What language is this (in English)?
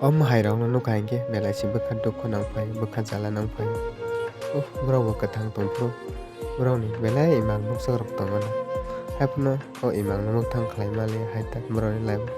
Kok Borok